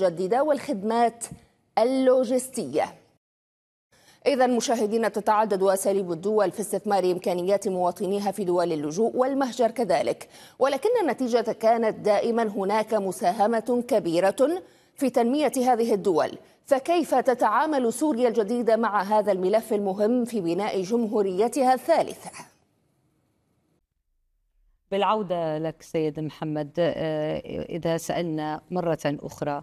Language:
Arabic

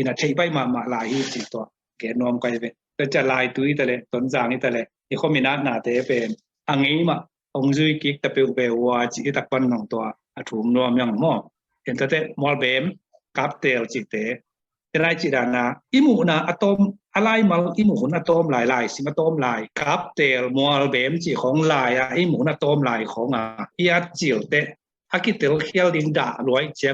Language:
Tedim Chin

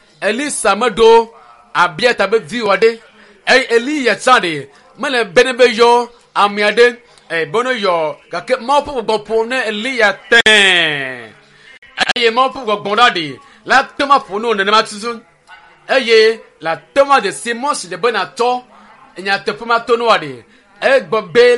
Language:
Ewe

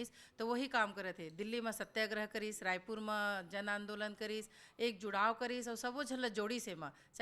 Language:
Chhattisgarhi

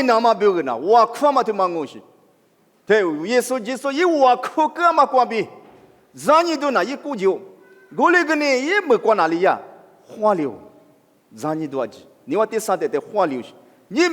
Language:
Lisu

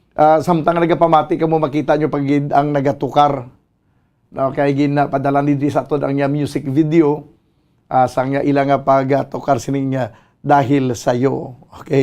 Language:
Hiligaynon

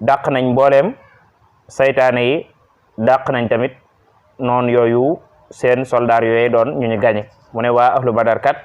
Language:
Wolof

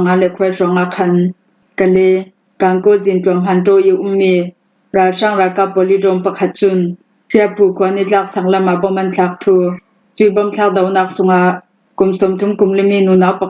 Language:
Falam Chin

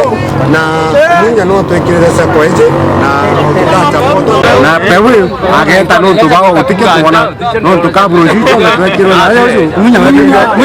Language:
Meru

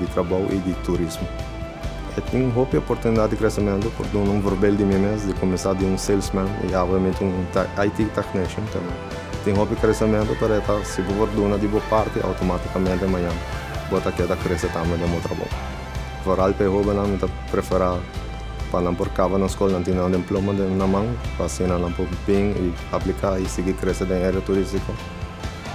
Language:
Papiamento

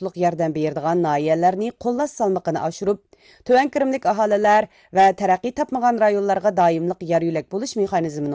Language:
Uyghur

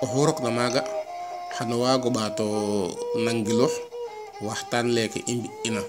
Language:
Serer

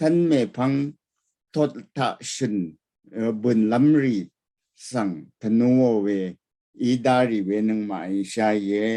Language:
Rawang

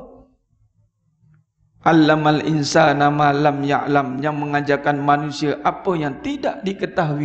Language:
Malay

